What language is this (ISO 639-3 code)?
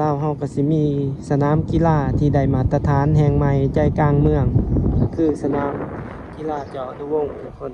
lao